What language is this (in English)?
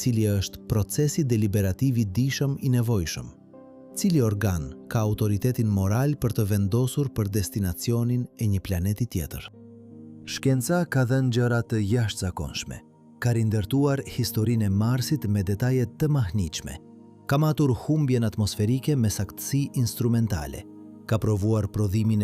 Albanian